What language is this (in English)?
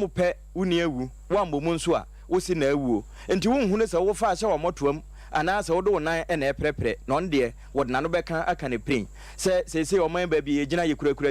Akan